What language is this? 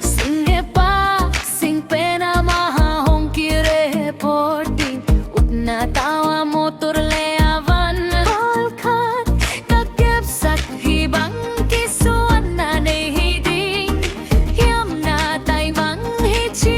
Tedim Chin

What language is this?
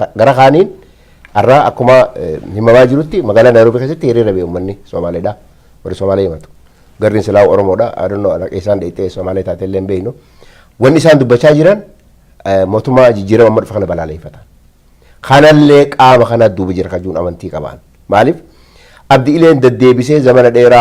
Oromo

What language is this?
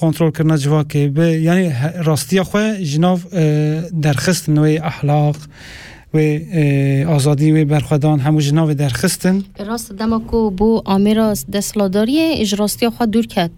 Kurdish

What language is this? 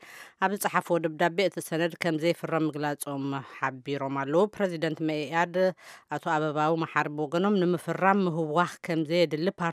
Tigrinya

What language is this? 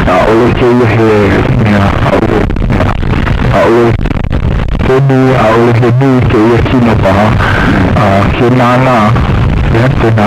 Hawaiian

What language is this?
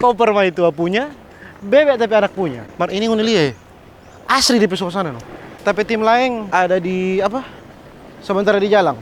Manado Malay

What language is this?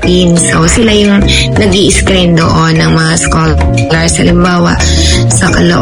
Filipino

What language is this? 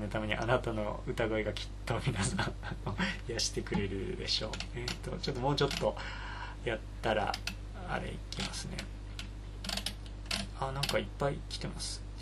Japanese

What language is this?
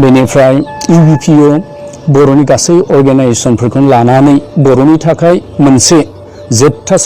Bodo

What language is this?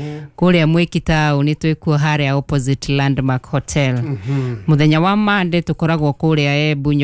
Kikuyu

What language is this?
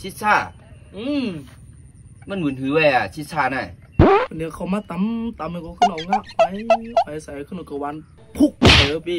Shan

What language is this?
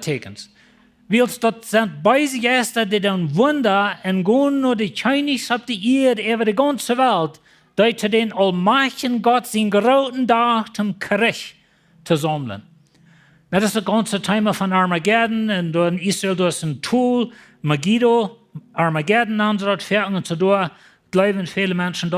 Plautdietsch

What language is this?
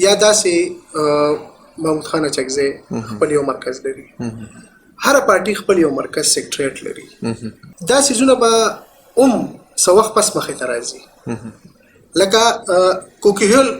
Pashto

